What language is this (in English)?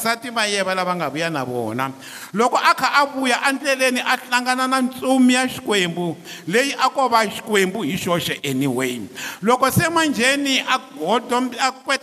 Tsonga